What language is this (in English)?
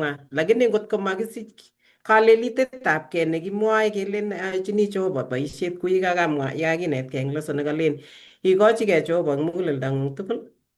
Kalenjin